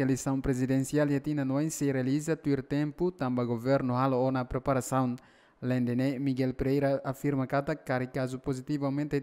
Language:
Tetum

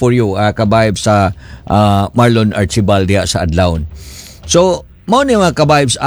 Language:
Cebuano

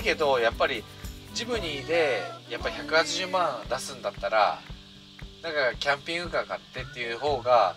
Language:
Japanese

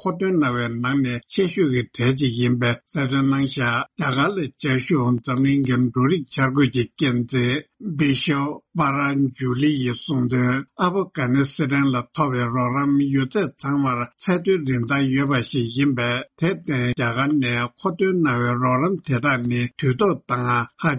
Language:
Tibetan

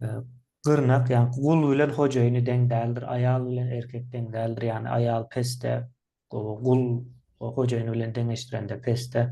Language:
Turkmen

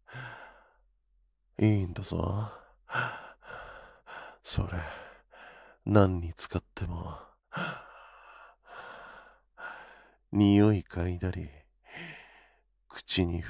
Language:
Japanese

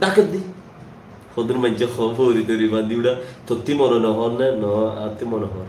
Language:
Rohingya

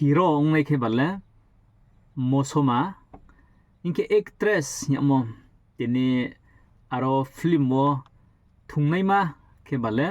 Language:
Riang (India)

